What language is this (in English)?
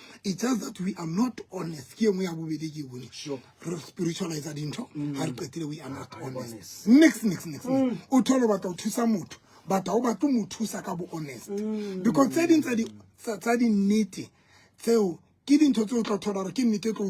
Southern Sotho